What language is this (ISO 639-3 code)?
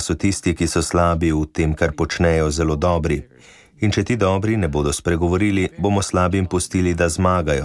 slv